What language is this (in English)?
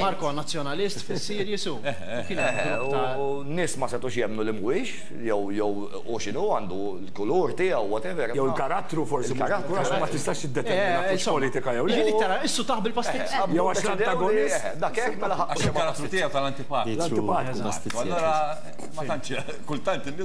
Maltese